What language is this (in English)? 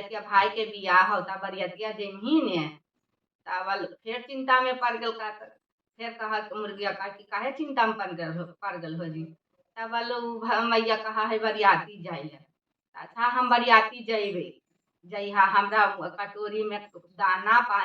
Magahi